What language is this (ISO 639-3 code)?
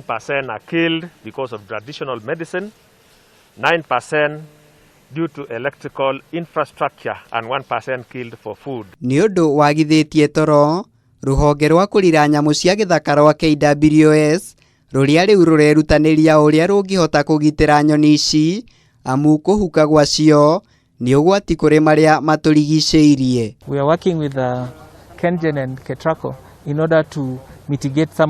kik